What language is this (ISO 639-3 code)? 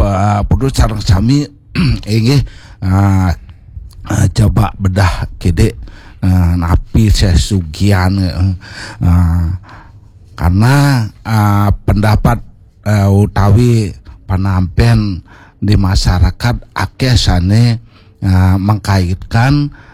ban